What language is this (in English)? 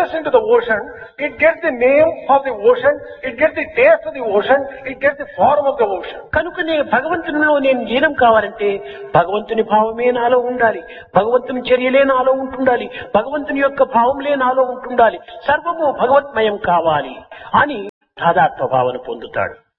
Telugu